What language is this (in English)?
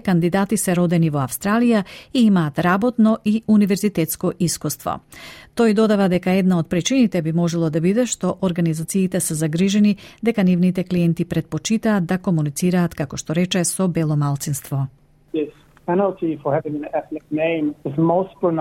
Macedonian